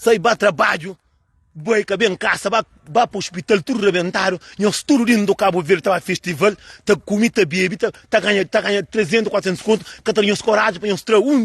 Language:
Kabuverdianu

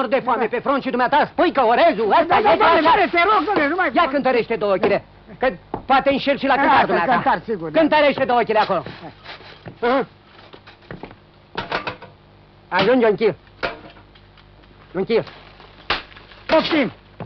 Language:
Romanian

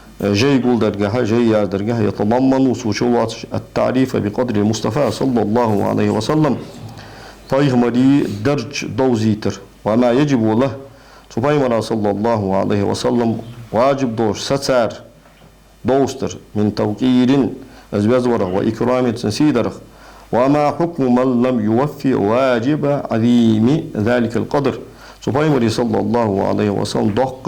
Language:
Ingush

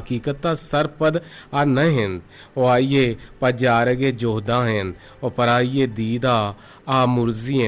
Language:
Eastern Balochi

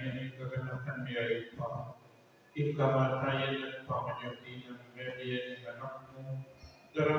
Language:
Pampanga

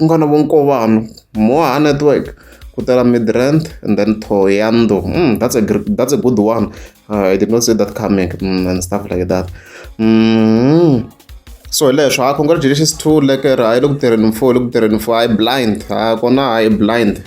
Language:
Tsonga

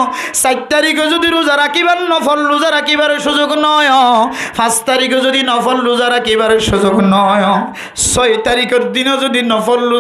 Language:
Rohingya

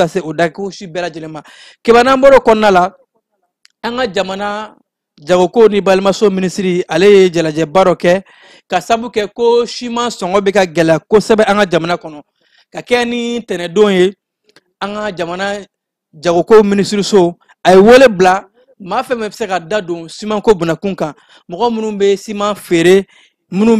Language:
Bambara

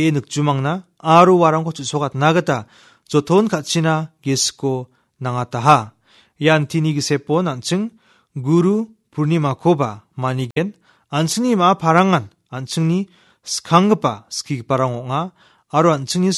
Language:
Garo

